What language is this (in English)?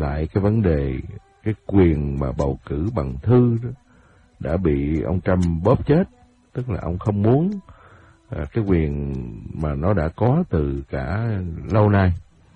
Vietnamese